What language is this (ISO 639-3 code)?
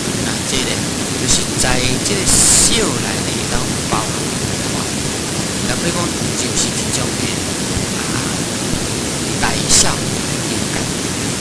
nan